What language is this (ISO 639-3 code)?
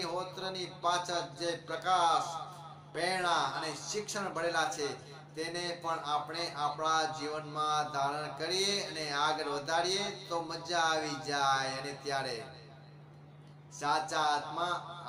guj